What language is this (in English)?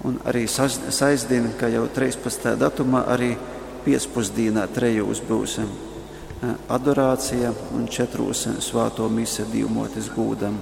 Latgalian